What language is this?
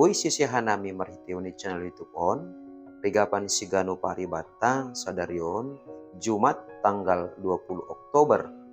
Batak Simalungun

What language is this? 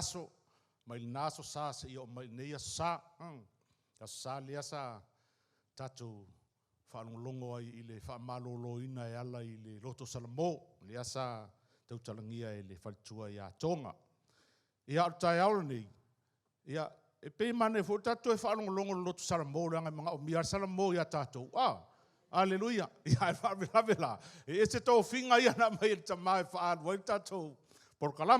Samoan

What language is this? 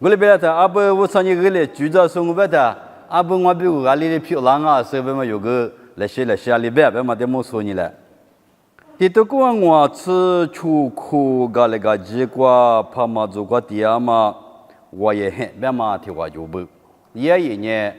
Lisu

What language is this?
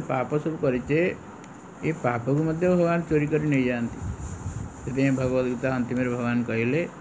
Odia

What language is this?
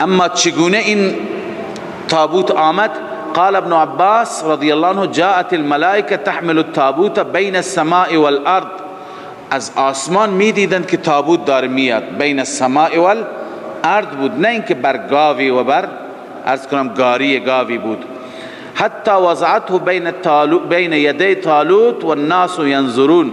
Persian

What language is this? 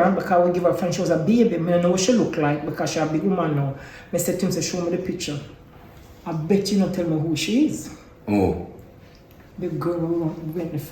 Jamaican Creole English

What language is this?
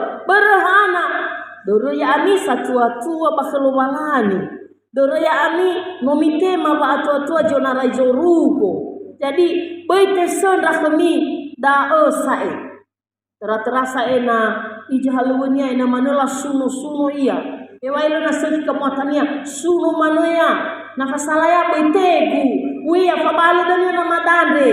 Nias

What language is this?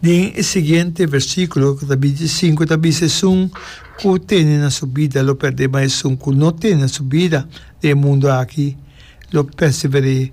Papiamento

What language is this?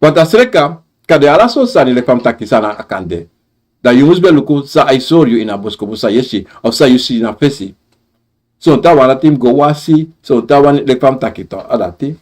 Sranan Tongo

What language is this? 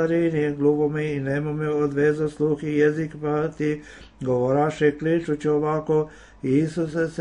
Serbian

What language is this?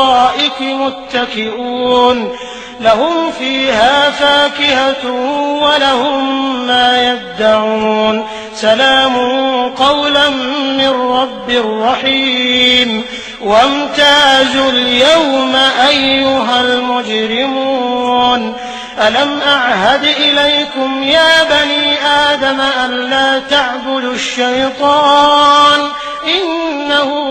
Arabic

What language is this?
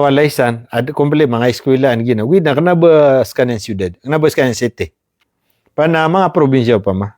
Maranao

